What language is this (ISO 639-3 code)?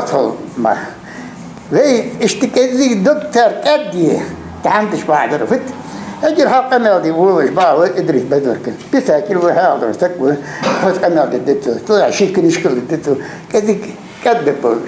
inh